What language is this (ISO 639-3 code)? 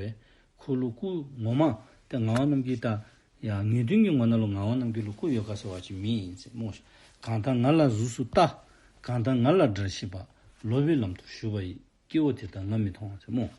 dzo